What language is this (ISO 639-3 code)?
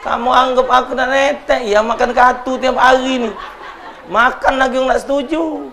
mui